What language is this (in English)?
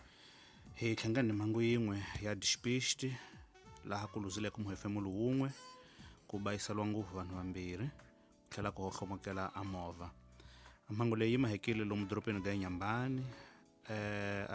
Tsonga